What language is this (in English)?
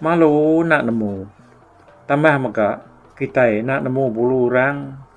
Iban